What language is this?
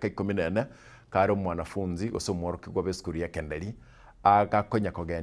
Gusii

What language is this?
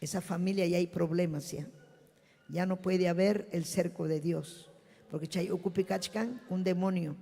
Ayacucho Quechua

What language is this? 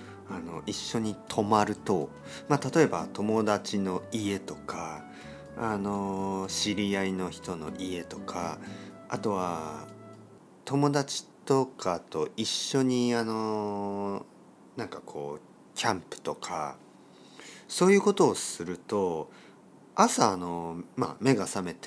Japanese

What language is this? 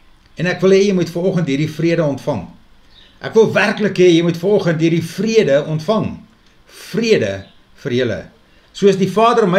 Afrikaans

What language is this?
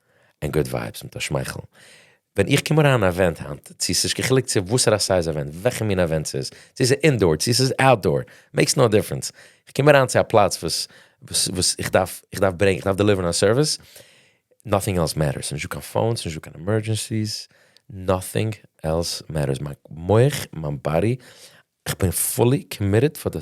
Yiddish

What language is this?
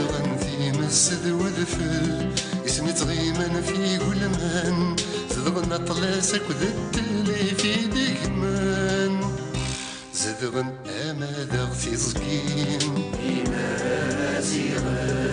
Kabyle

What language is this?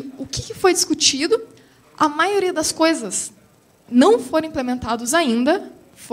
Portuguese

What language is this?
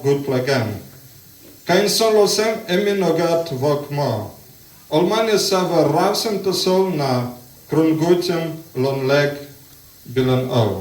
Tok Pisin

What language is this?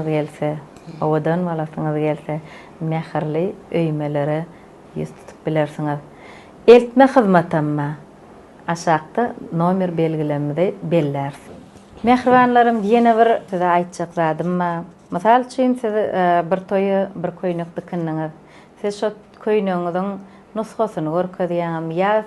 Turkmen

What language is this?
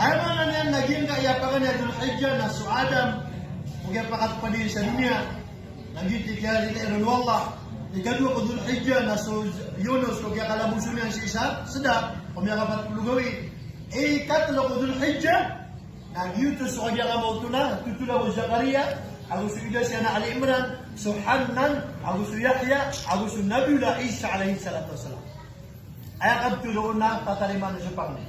Maranao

